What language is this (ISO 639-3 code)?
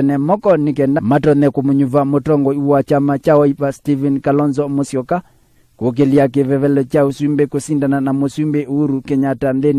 kam